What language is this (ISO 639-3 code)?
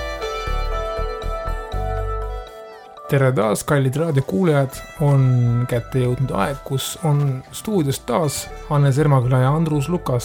est